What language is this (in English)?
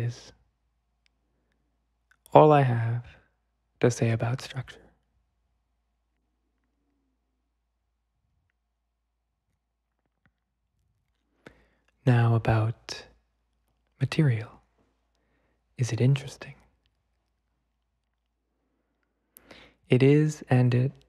English